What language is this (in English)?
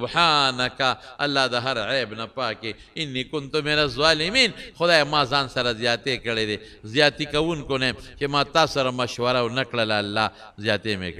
Pashto